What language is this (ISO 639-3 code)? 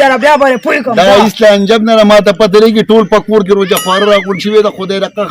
pus